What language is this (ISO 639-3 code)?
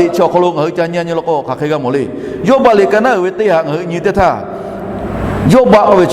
lhu